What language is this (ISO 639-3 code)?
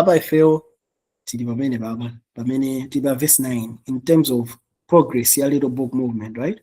nya